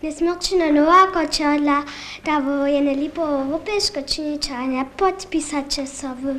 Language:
Upper Sorbian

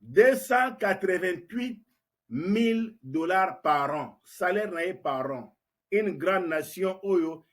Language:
Lingala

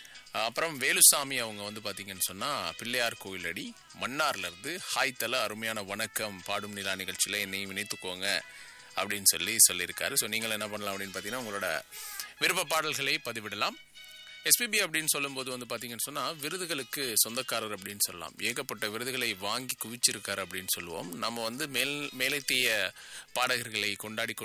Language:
Tamil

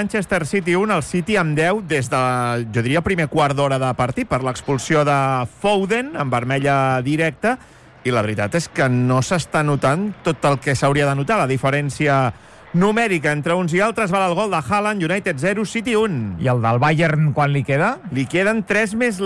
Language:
Catalan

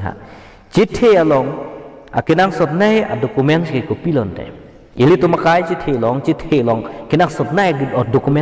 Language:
Karbi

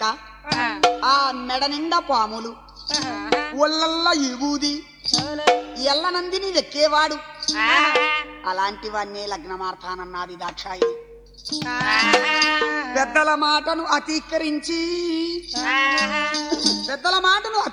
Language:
Telugu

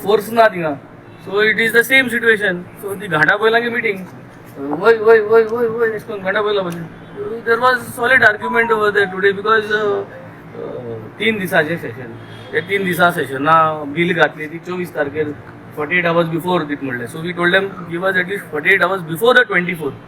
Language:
Konkani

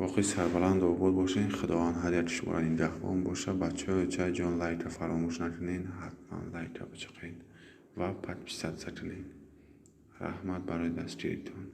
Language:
Tajik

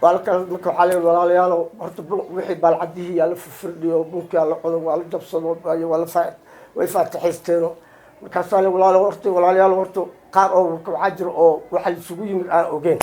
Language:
Somali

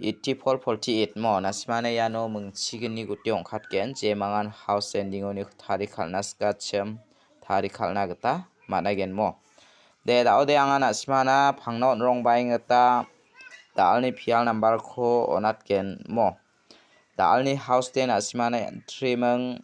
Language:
Garo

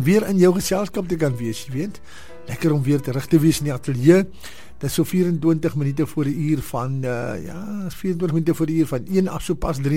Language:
Afrikaans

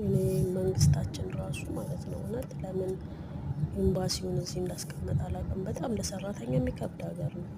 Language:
Amharic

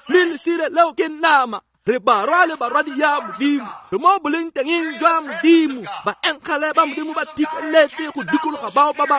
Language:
Tswana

